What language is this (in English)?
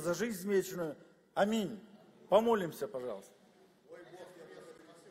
Russian